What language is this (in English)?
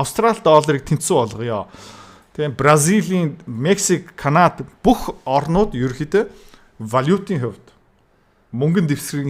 Mongolian